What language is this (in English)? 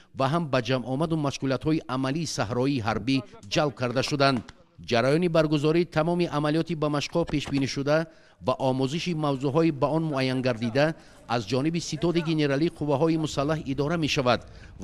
Tajik